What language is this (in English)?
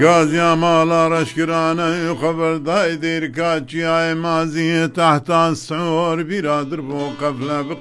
Kurdish